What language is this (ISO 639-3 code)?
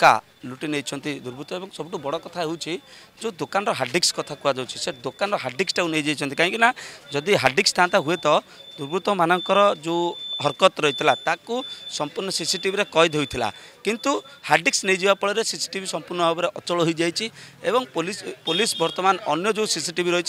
ori